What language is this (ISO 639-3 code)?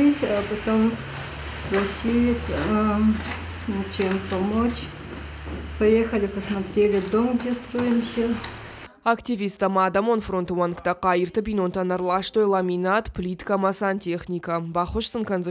oss